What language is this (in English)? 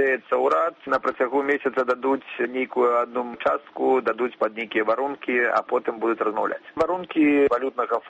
Belarusian